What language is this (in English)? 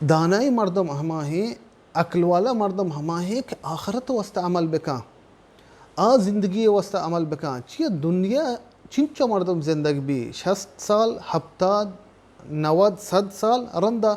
Baluchi